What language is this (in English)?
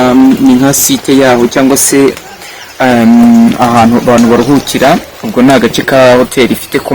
Kinyarwanda